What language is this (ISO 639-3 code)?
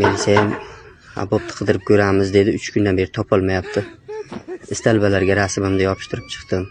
uzb